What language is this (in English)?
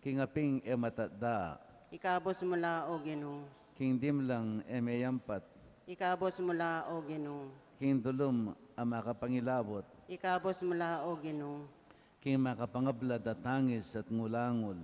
Pampanga